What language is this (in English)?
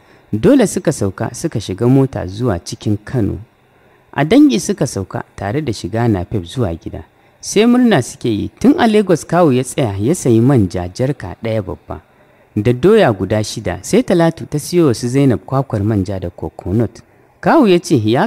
Hausa